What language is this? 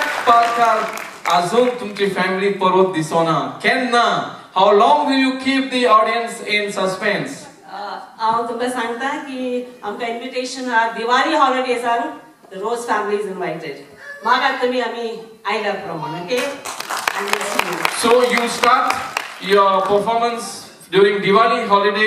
Konkani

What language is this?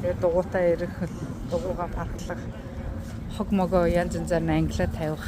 Mongolian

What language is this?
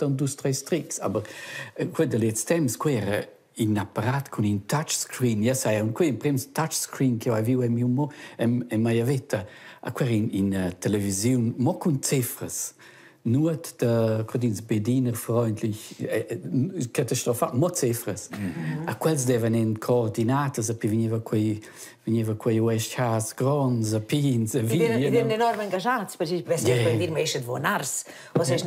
Romansh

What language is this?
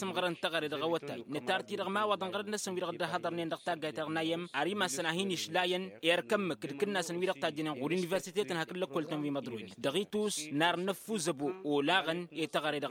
Tamasheq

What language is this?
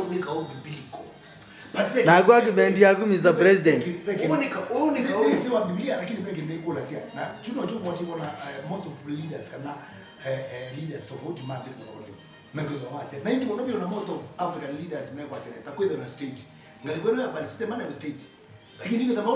Kamba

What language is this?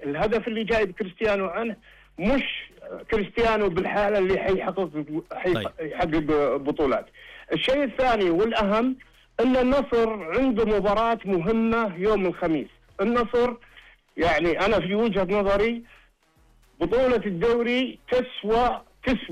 Najdi Arabic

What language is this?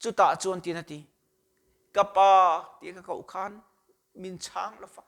Mizo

